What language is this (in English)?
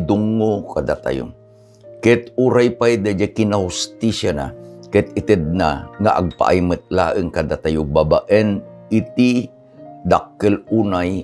Iloko